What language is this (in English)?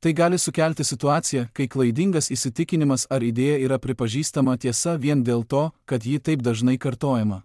Lithuanian